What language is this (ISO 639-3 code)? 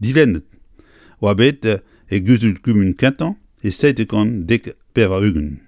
bre